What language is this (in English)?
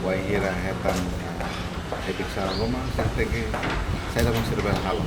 Tetum